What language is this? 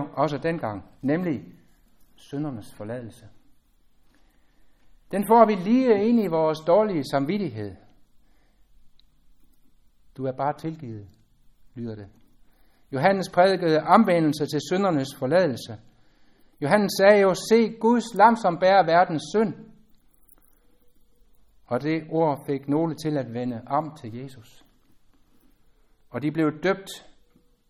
Danish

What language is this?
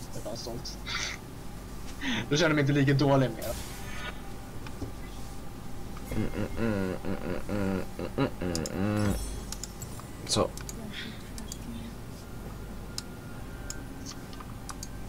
Swedish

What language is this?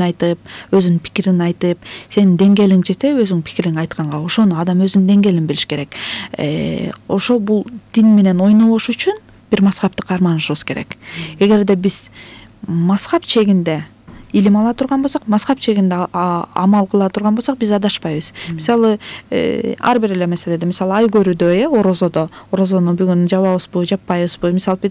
Kyrgyz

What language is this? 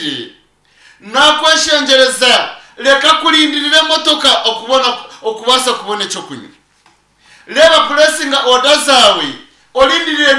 Nyankole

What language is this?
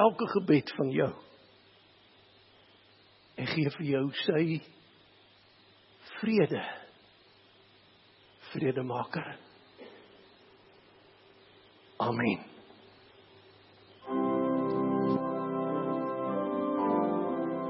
Afrikaans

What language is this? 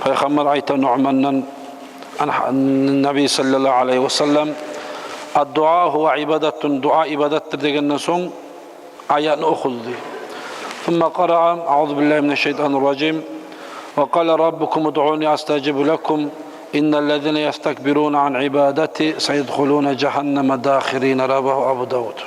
Kumyk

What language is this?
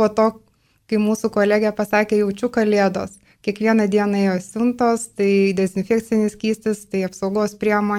Lithuanian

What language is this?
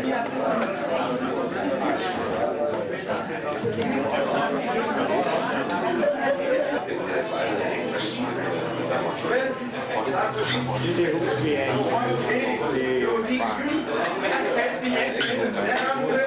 Danish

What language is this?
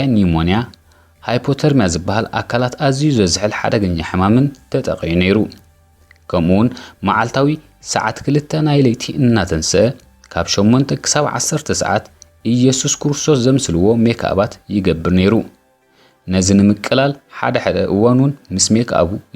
Tigrinya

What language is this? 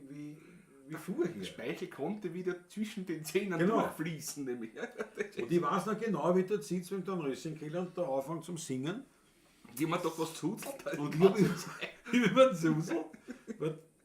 Bavarian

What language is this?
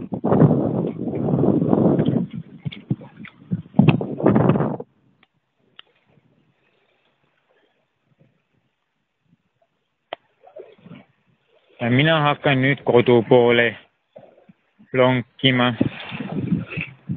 Estonian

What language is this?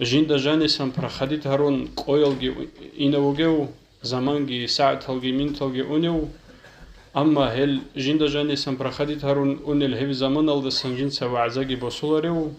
Avaric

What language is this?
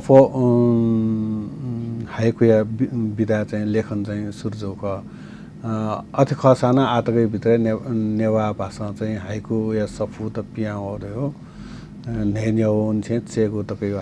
Newari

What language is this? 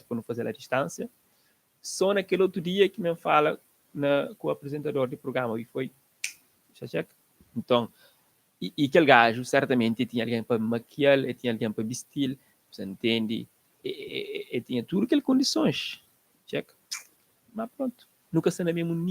Kabuverdianu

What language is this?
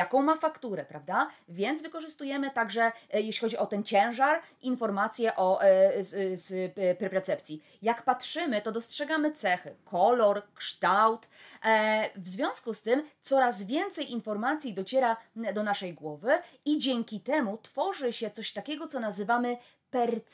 Polish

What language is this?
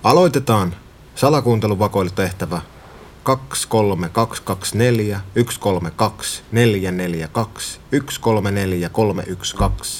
Finnish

